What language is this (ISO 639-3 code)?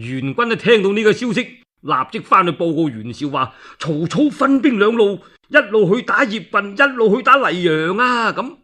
yue